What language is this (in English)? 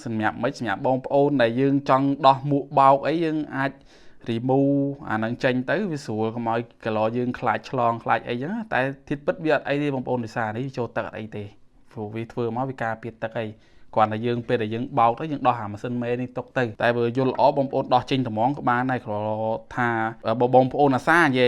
Khmer